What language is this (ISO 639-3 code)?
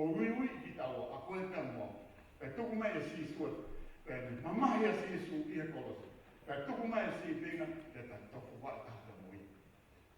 ton